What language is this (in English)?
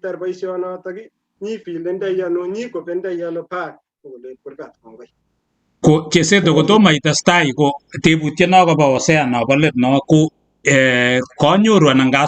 Kalenjin